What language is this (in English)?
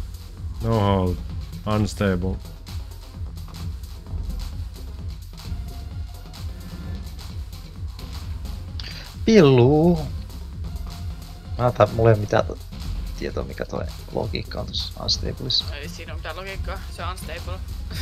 Finnish